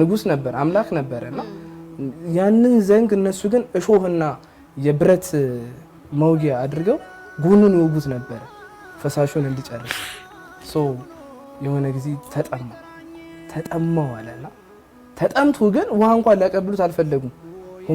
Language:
Amharic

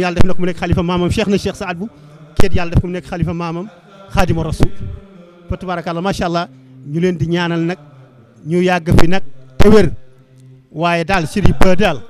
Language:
Wolof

